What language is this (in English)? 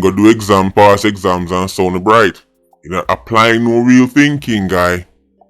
Jamaican Creole English